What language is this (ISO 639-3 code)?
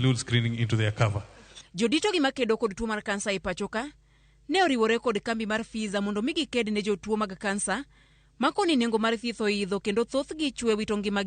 luo